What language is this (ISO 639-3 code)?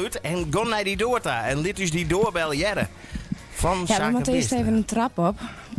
fry